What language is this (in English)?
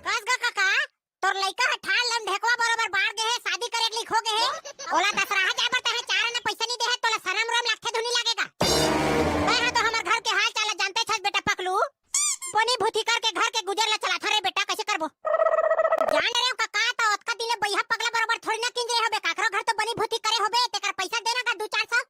Chhattisgarhi